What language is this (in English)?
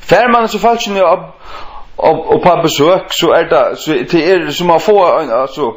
Faroese